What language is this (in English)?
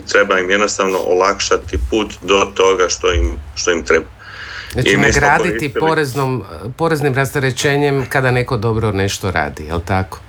Croatian